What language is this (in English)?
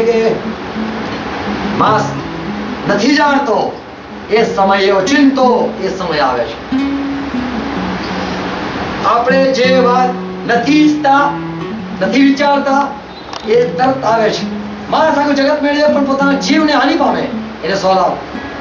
Gujarati